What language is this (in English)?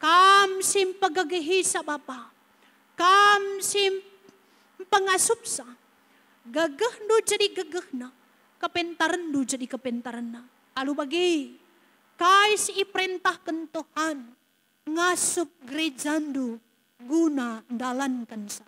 Batak Karo